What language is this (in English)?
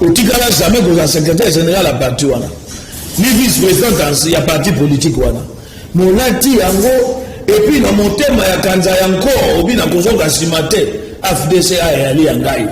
Lingala